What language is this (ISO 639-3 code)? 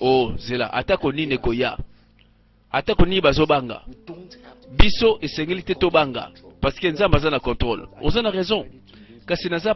lin